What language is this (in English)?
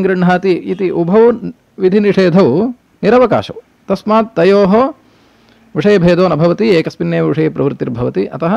Sanskrit